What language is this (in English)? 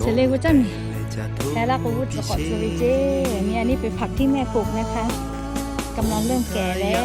Lahu